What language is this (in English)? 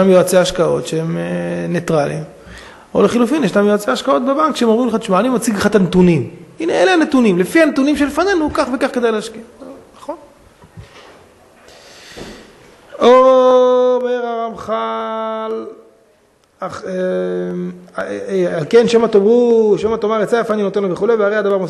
Hebrew